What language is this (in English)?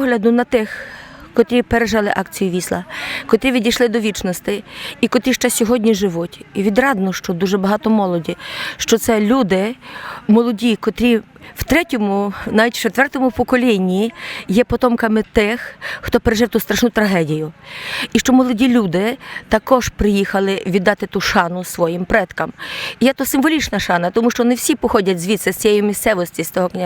Rusyn